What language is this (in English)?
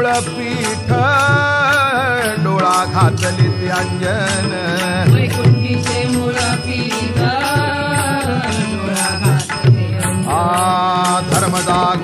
Marathi